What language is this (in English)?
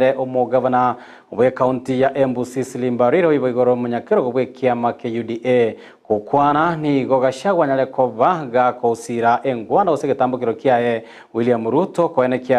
Gusii